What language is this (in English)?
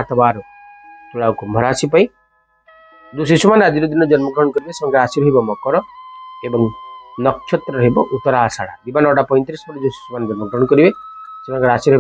Odia